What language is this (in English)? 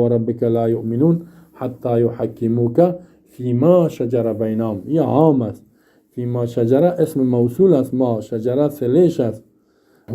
Persian